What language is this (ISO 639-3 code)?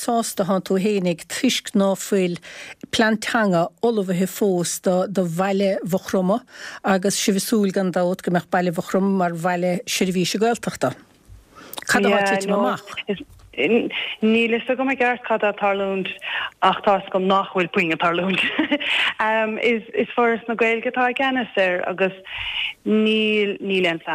gle